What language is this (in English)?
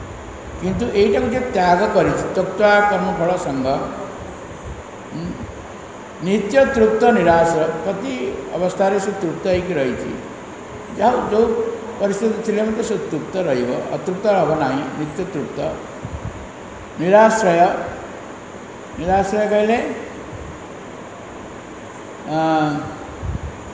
Odia